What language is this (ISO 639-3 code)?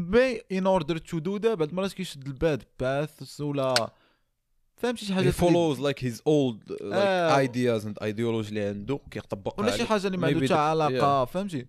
ary